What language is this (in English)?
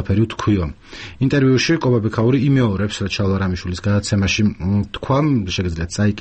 Georgian